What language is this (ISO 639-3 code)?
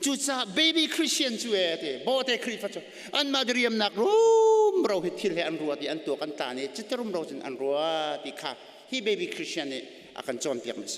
cnh